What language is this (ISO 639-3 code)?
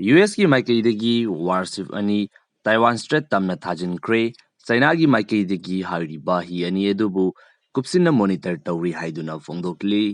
mni